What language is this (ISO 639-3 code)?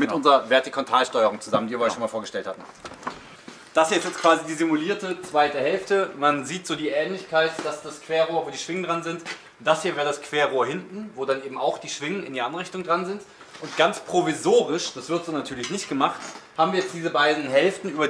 deu